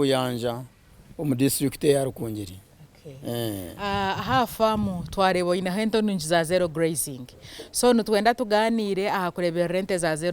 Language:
Nyankole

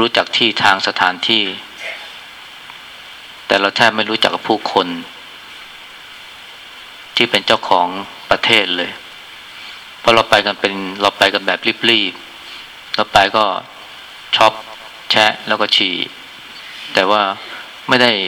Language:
Thai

